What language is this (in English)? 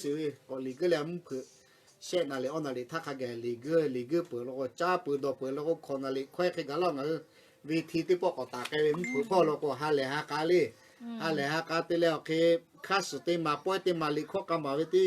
Lahu